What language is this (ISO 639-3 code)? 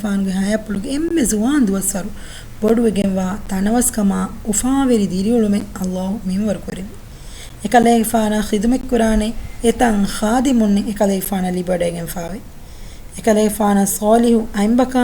div